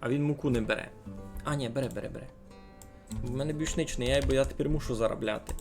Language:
Rusyn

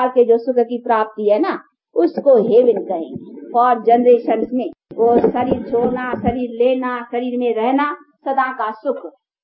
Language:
Hindi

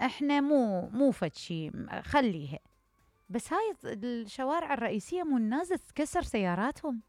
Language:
Mesopotamian Arabic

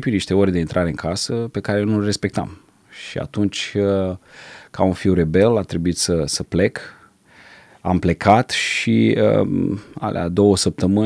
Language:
Romanian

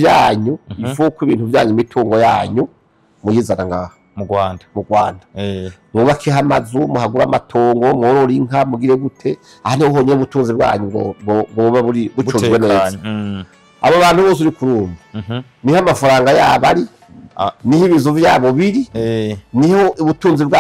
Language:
Rundi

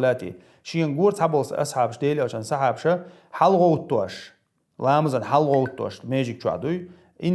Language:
Chechen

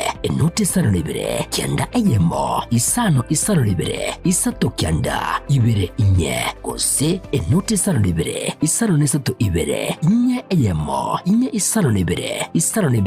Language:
Gusii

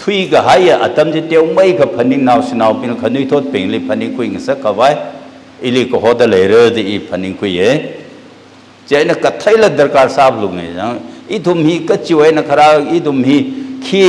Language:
Tangkhul Naga (India)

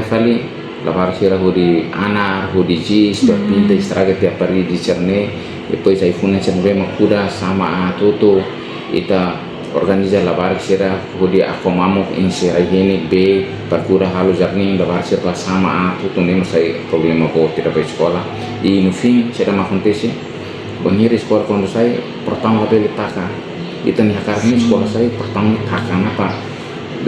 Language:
Tetum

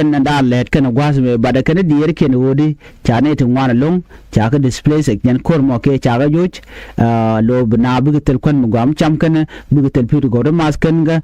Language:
Nuer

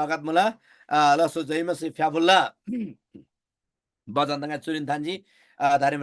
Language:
Eastern Tamang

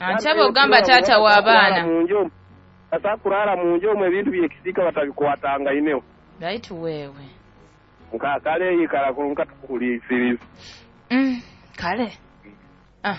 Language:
Nyoro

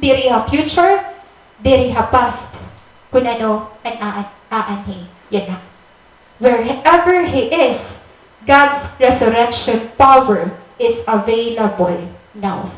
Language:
Waray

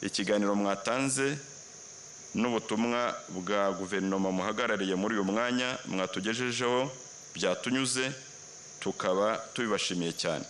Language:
Kinyarwanda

